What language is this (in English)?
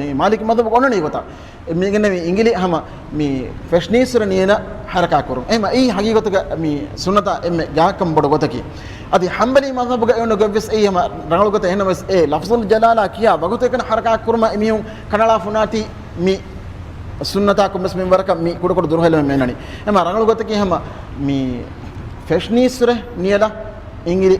Divehi